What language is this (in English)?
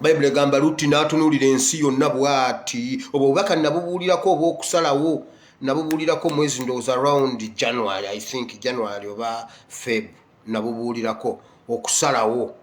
Ganda